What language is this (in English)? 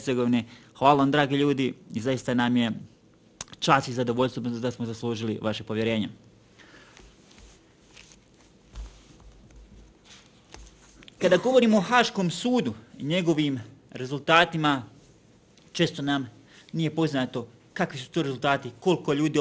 Bosnian